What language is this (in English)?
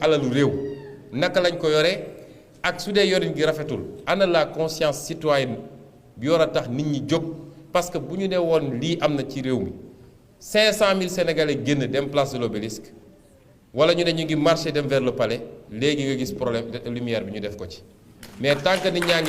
Wolof